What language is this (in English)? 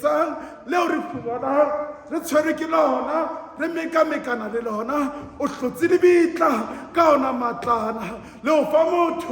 Southern Sotho